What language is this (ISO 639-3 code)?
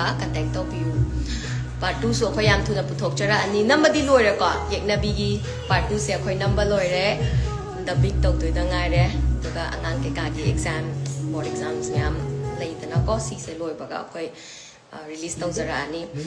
mni